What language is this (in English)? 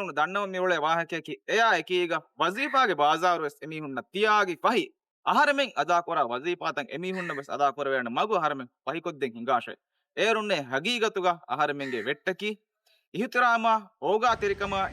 Divehi